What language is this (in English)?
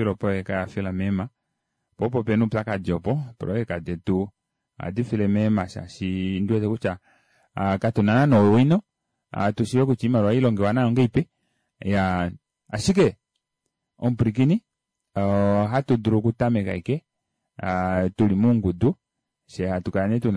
Kuanyama